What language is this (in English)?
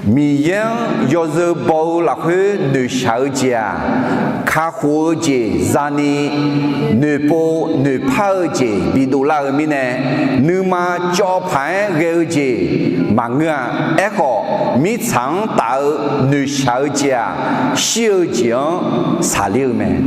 Akha